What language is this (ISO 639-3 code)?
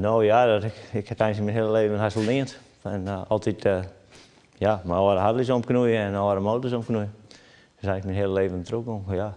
fry